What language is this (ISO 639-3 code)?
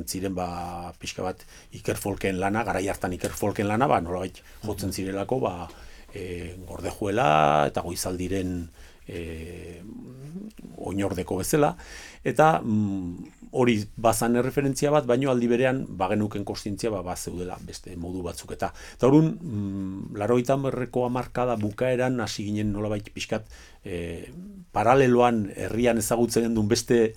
eus